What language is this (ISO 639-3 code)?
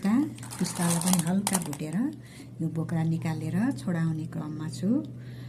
nep